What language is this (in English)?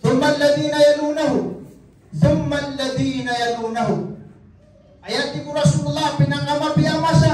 Maranao